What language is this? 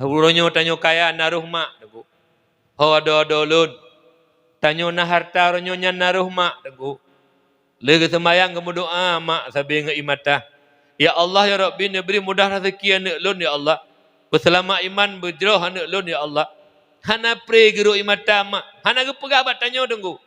Achinese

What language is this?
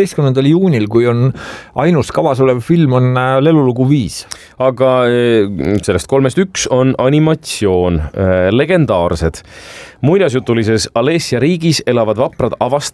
Estonian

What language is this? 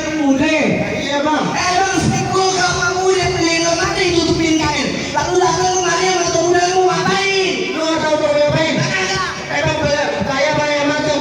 Betawi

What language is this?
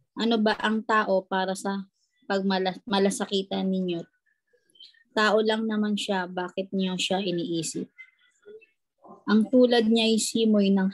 Filipino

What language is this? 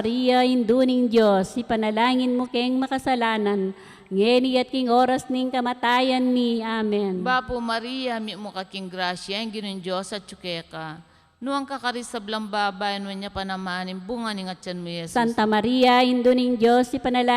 Pampanga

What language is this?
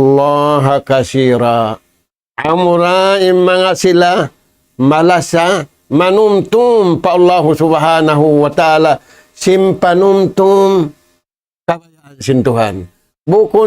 Tausug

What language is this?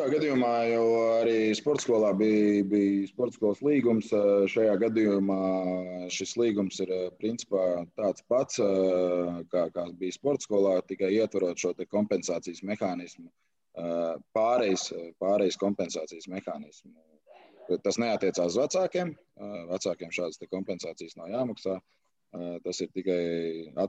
Latvian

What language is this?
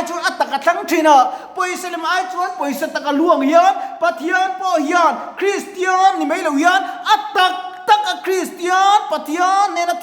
Mizo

